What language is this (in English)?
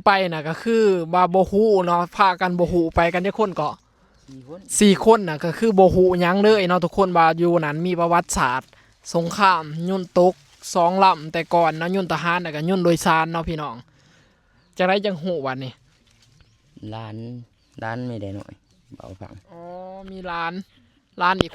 Lao